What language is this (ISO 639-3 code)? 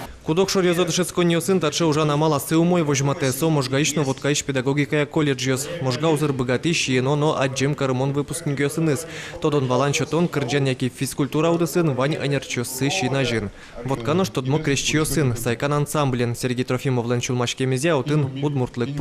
udm